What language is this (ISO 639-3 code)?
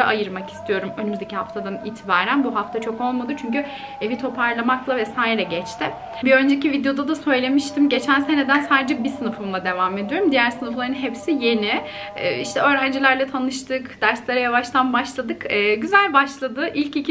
tur